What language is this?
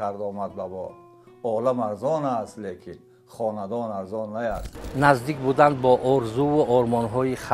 Tajik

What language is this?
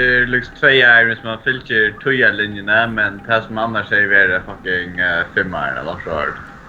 Faroese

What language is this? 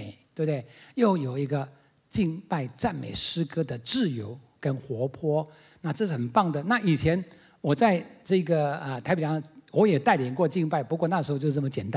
Chinese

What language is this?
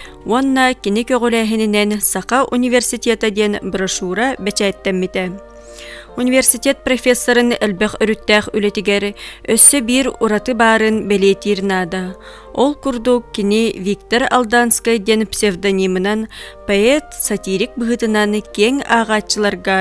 Yakut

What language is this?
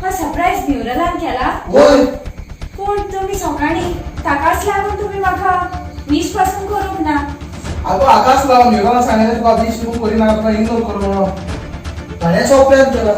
Konkani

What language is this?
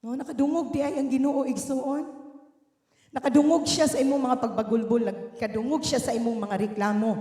Cebuano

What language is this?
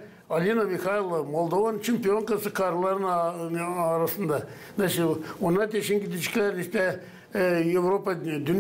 Gagauz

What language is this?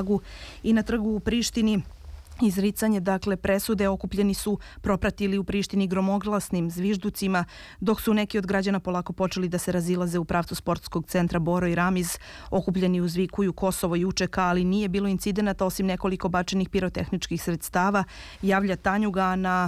Serbian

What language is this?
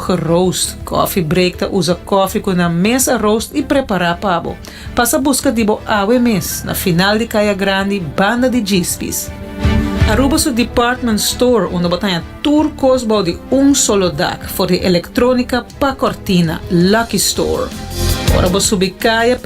Papiamento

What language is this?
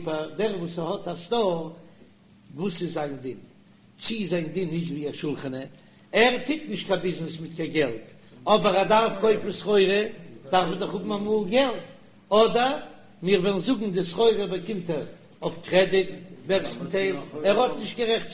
Yiddish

